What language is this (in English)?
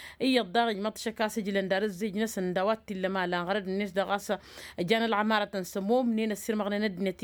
Tamasheq